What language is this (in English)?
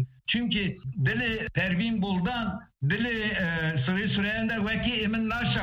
Kurdish